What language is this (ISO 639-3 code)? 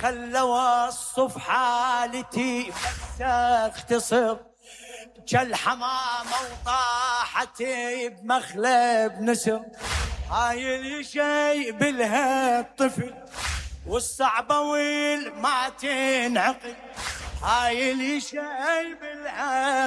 acm